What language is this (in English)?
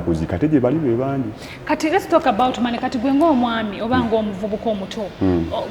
Ganda